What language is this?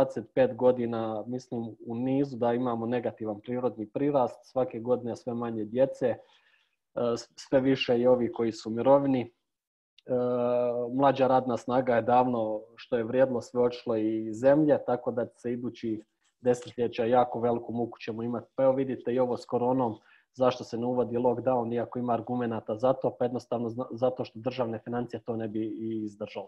Croatian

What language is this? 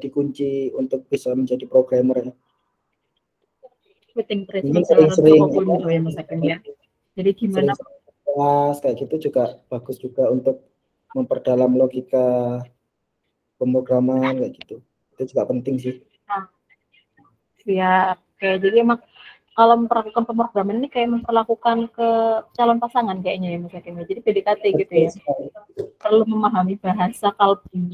Indonesian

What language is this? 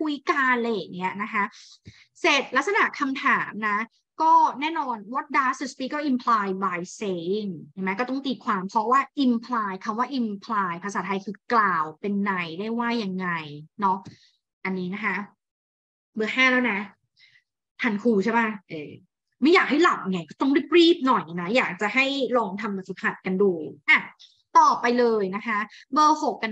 Thai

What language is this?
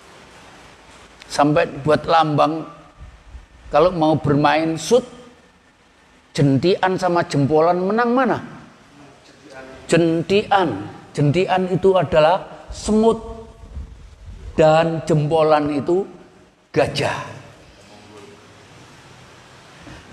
Indonesian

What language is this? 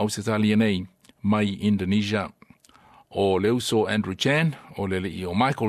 Samoan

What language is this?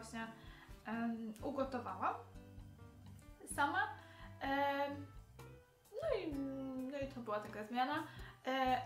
Polish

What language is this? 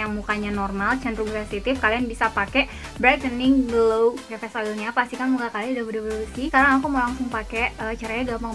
Indonesian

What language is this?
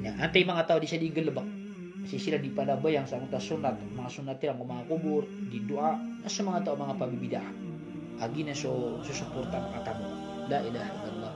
Maranao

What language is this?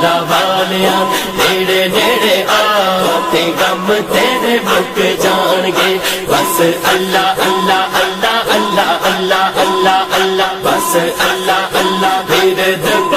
Pahari-Potwari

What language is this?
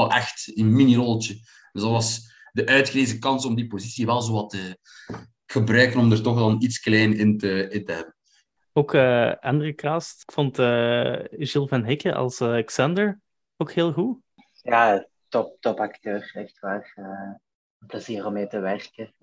Dutch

